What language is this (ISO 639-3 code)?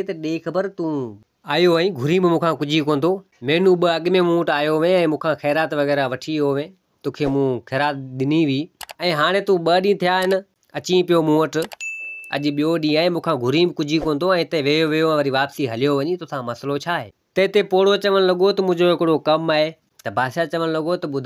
snd